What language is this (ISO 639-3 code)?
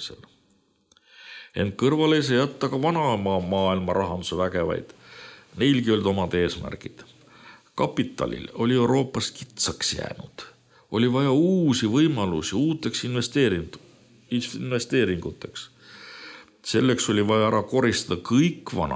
est